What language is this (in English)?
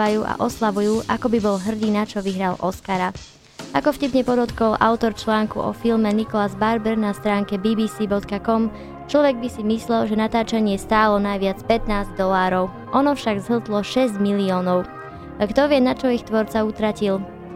Slovak